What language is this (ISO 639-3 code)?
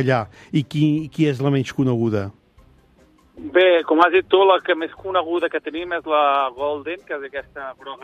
cat